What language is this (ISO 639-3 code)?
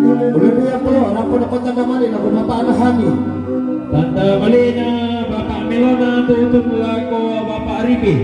sda